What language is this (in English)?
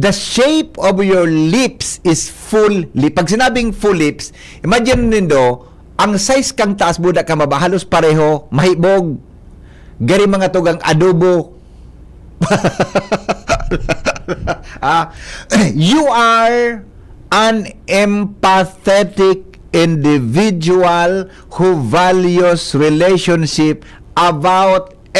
Bikol